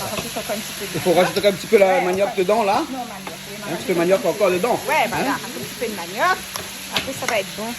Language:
Réunion Creole French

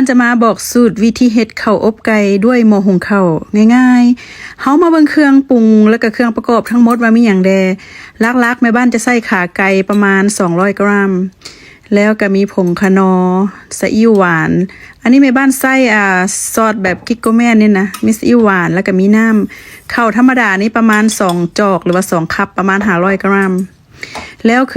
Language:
Lao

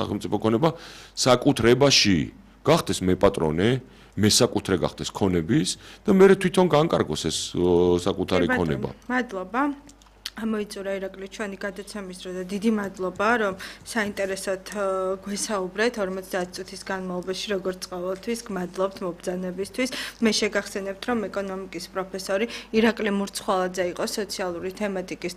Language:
Georgian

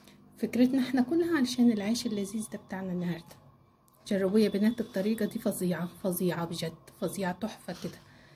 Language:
Egyptian Arabic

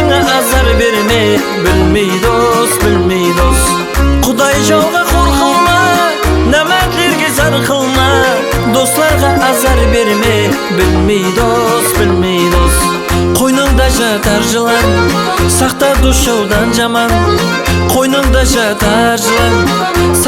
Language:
Kara-Kalpak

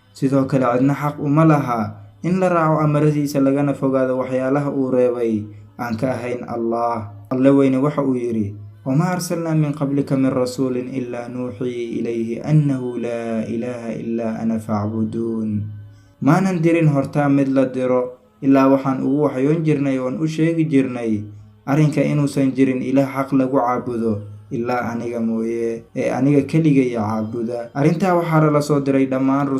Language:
Somali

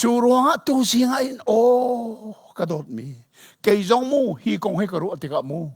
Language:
Hakha Chin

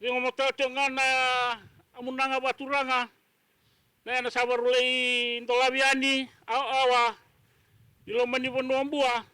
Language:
Fijian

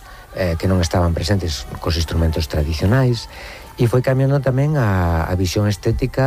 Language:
Galician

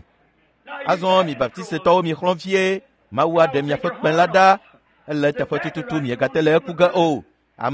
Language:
Ewe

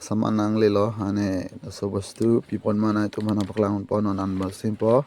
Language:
Karbi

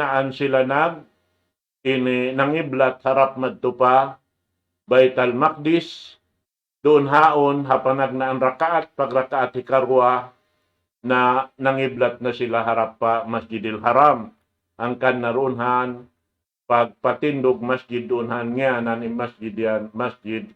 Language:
Tausug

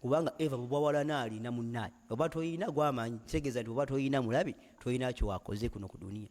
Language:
Ganda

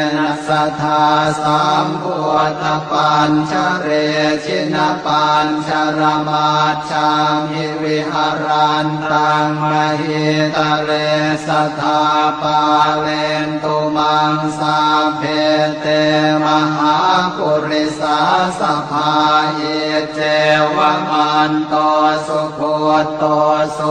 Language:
Pali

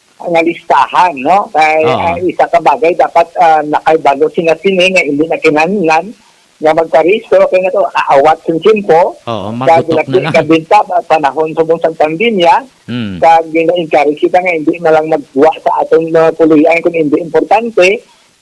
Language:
Hiligaynon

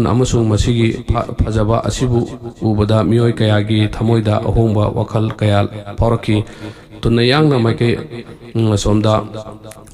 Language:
Manipuri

